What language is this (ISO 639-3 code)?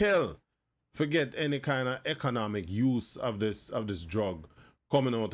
jam